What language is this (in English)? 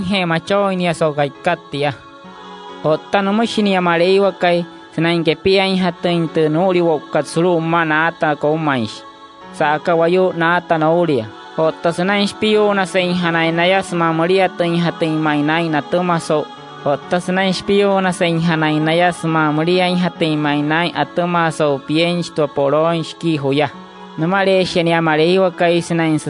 Wayuu